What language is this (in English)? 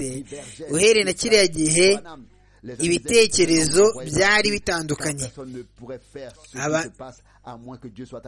Kinyarwanda